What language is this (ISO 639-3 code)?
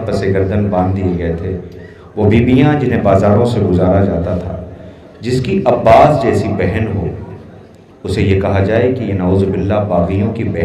urd